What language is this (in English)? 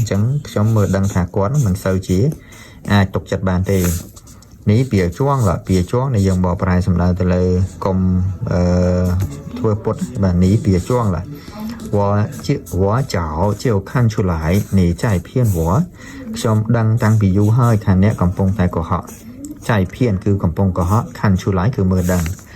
Khmer